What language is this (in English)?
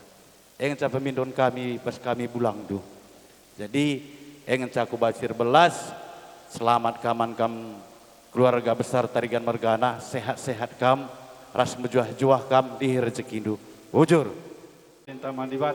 Batak Karo